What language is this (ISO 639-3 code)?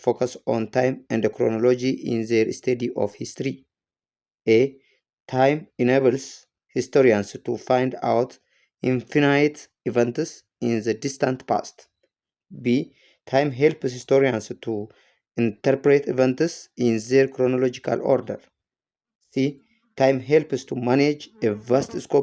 eng